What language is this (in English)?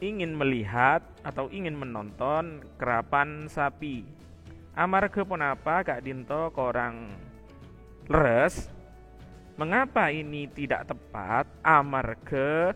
Madurese